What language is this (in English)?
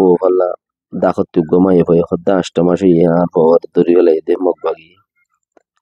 Rohingya